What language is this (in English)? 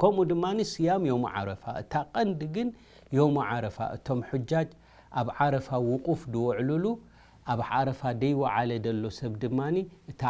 Tigrinya